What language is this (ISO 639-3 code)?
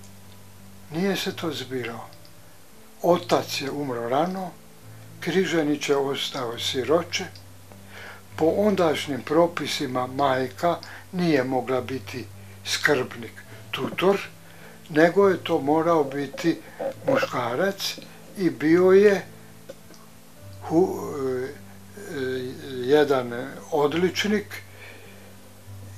hrv